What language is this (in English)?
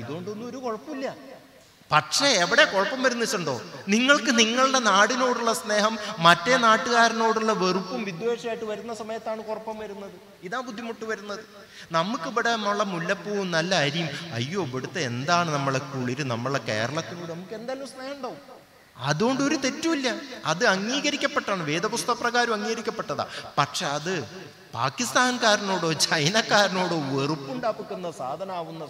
Malayalam